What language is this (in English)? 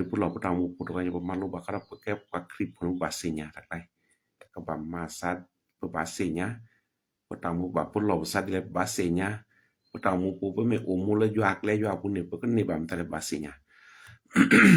S'gaw Karen